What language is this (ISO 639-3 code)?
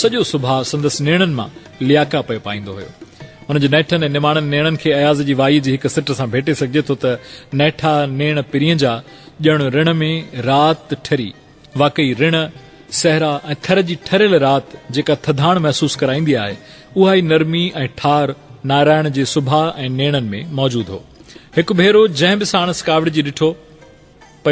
snd